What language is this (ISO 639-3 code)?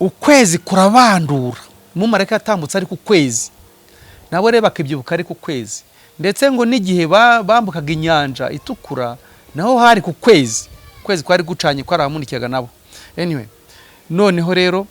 kin